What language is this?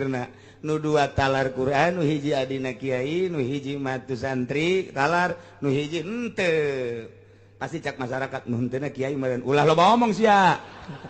Sundanese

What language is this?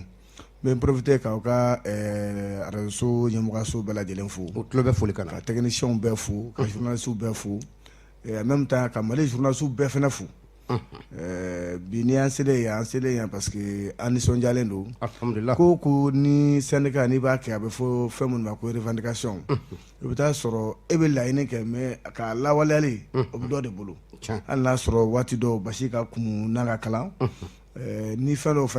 Bambara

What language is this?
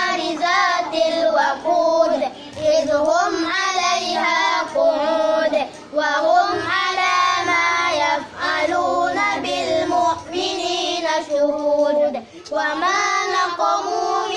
Arabic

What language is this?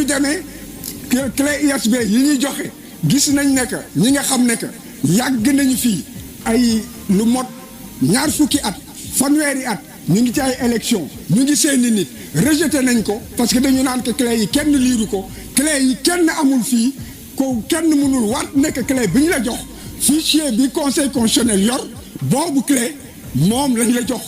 Wolof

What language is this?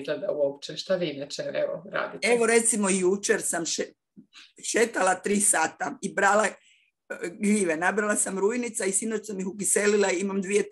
Croatian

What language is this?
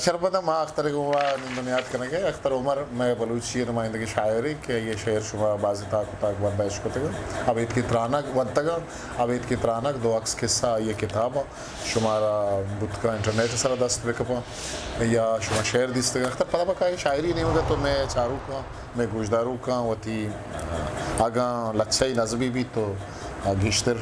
Eastern Balochi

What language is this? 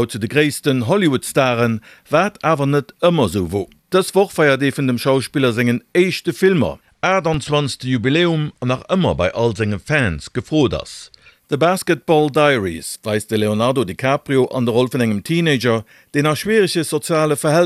Luxembourgish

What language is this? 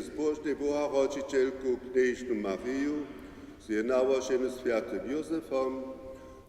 Upper Sorbian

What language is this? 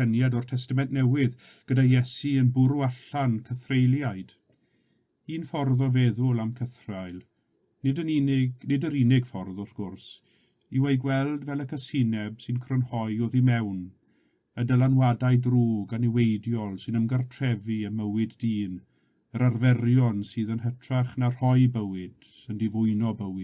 Welsh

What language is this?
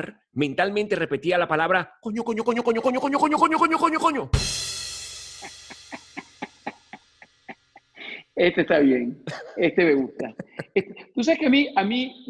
Spanish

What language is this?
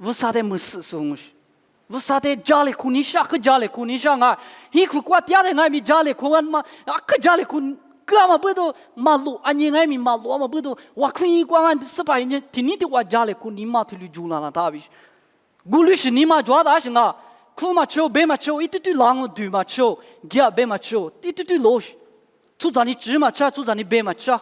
Lisu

